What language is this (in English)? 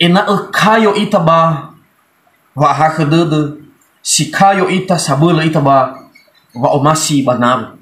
Nias